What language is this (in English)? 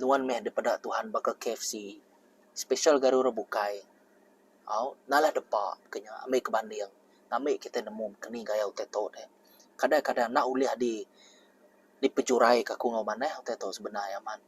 Iban